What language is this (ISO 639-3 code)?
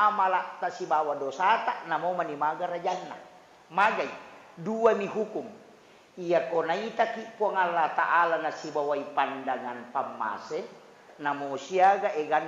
bug